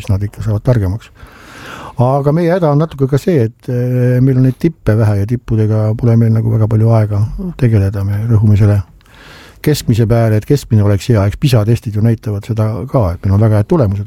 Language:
Estonian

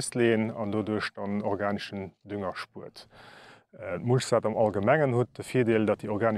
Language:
Luxembourgish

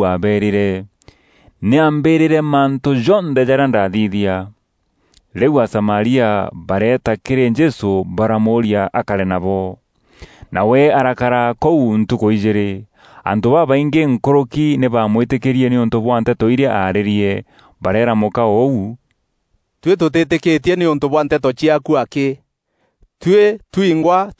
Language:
Meru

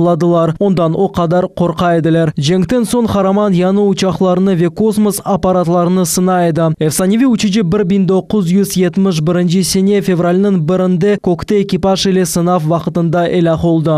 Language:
Crimean Tatar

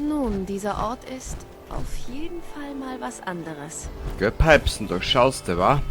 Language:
Bavarian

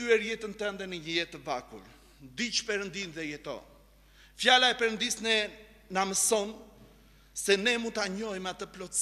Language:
Albanian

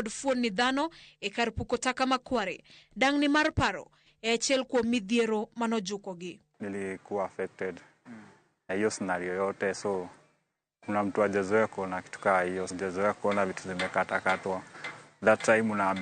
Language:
Luo (Kenya and Tanzania)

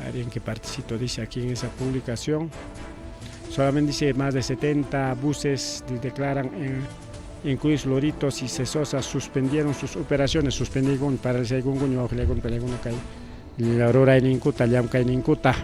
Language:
Ayacucho Quechua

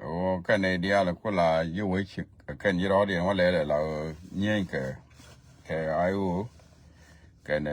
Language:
Nuer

